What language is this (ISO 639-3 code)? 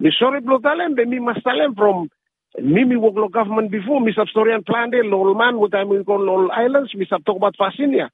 bis